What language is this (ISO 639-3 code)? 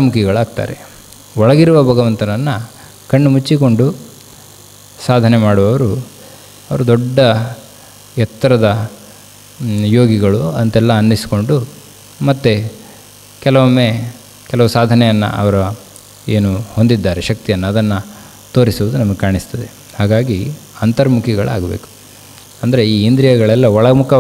kan